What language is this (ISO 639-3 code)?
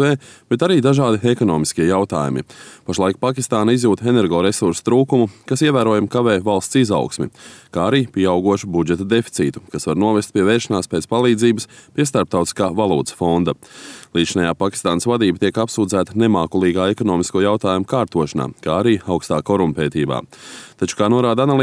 lav